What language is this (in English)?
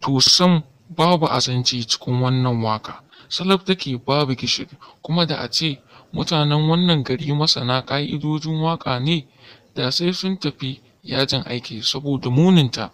Hausa